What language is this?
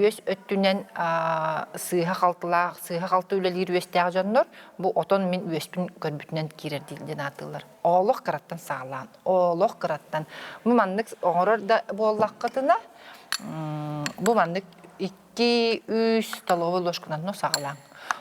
Yakut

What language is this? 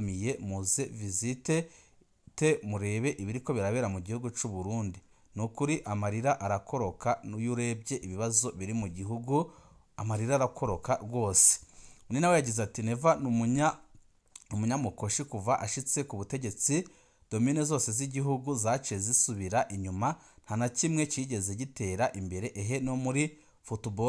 Rundi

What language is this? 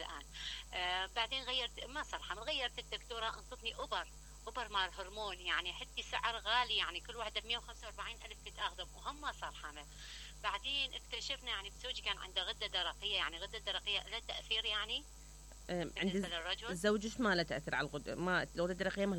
Mesopotamian Arabic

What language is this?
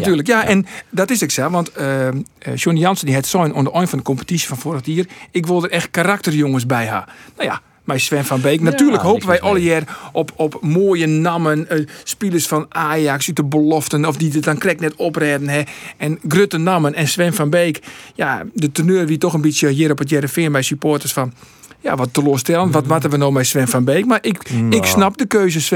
Western Frisian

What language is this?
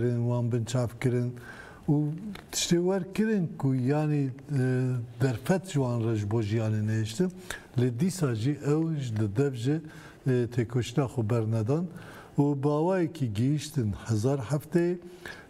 Kurdish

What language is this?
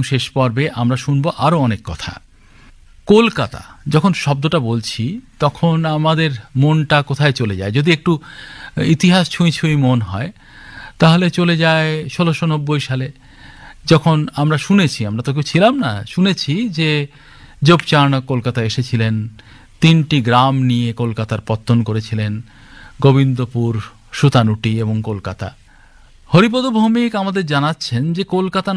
Bangla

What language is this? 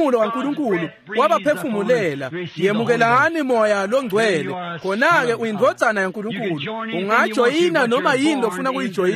Swati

